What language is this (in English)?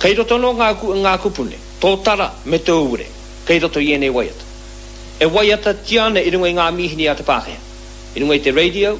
Māori